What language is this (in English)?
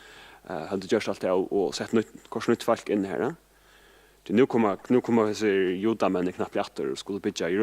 Faroese